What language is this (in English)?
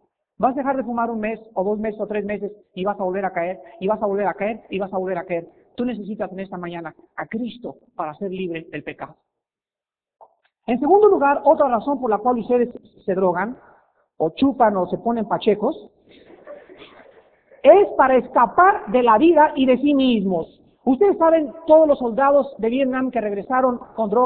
Spanish